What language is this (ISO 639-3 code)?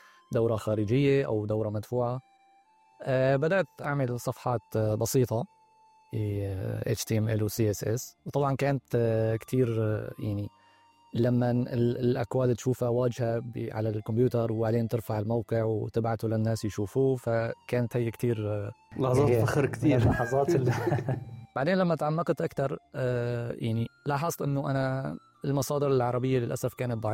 apc